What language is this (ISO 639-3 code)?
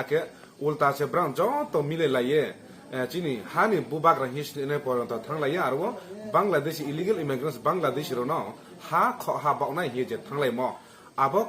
ria